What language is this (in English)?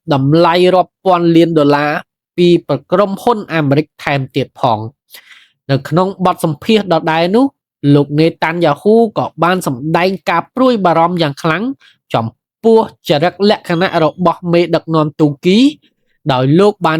Khmer